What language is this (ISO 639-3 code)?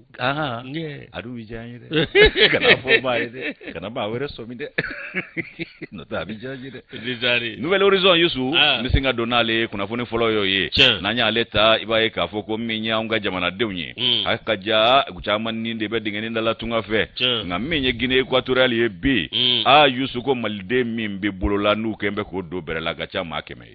bam